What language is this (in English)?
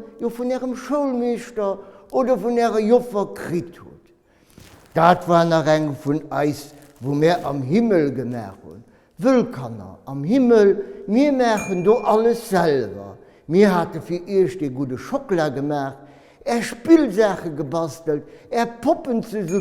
Luxembourgish